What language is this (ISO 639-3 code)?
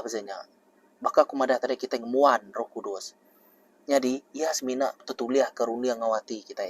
iba